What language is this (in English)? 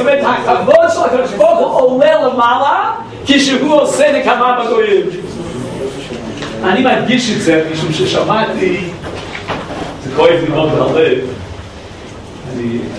Hebrew